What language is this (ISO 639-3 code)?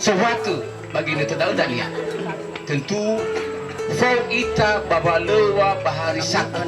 nia